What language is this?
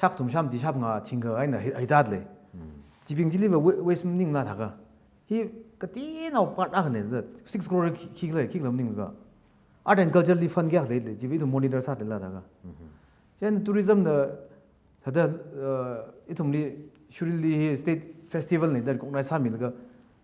Tangkhul Naga (India)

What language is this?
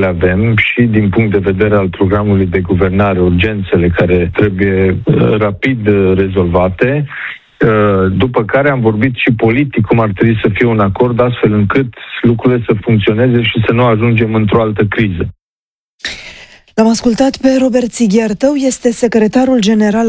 Romanian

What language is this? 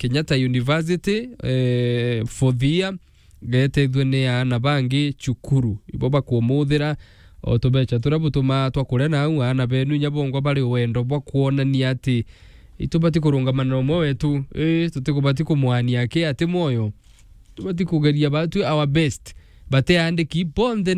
Meru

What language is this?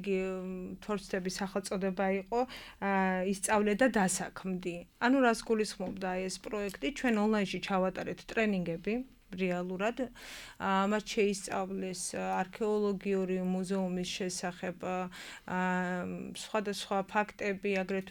Georgian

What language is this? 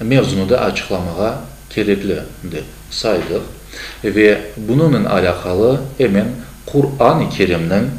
Crimean Tatar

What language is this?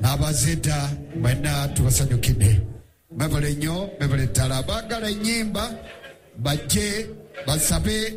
Ganda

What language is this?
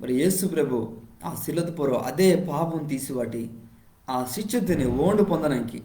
Koya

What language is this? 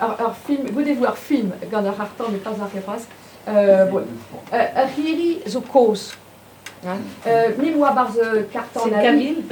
Breton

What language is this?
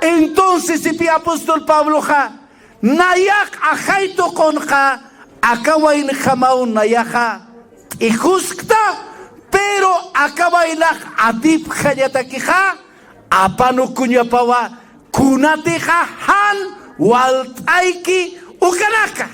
Aymara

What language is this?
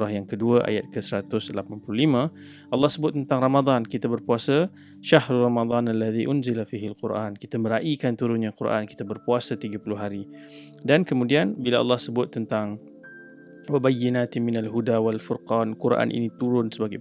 Malay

